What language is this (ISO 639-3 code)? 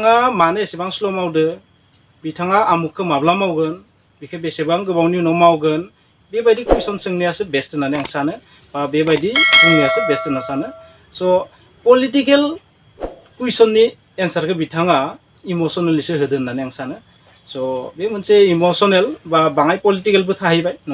brx